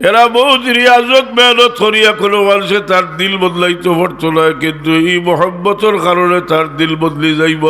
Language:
Sylheti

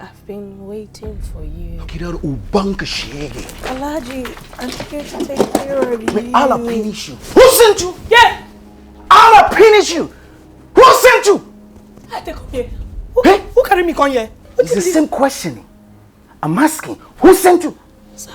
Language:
Nigerian Pidgin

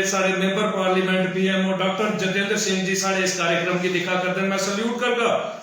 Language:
Dogri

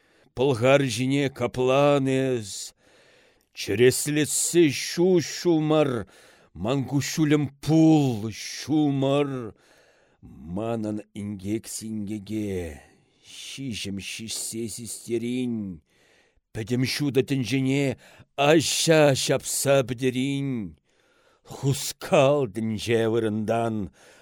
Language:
Chuvash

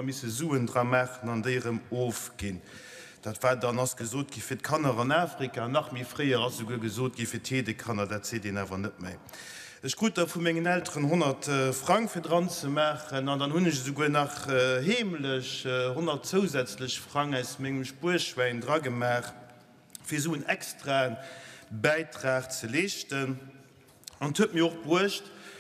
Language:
Luxembourgish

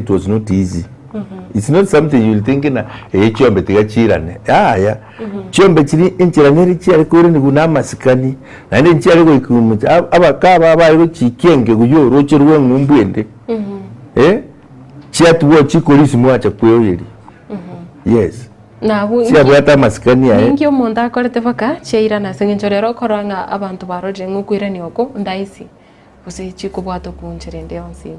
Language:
Gusii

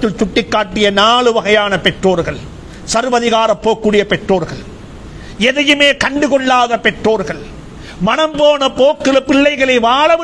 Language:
Tamil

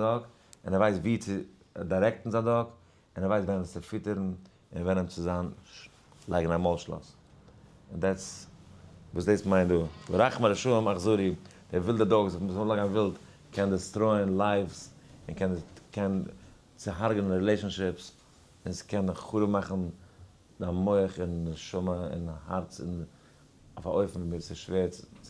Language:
Yiddish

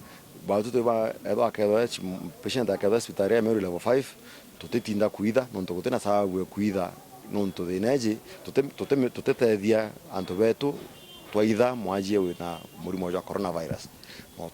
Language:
Meru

